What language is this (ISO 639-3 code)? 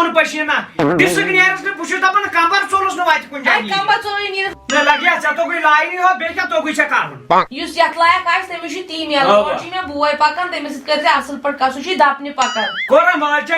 kas